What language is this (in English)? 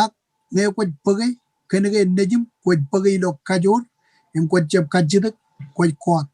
Marshallese